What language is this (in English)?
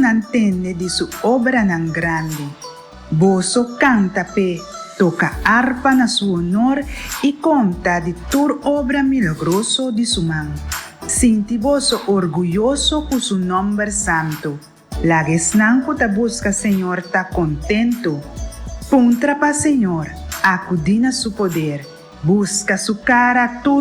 Papiamento